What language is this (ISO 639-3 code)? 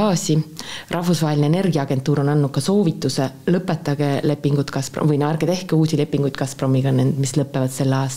est